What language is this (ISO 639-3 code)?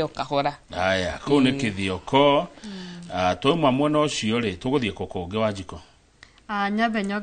kik